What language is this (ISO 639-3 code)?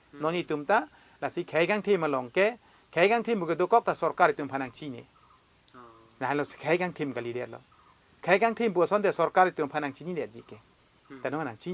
mjw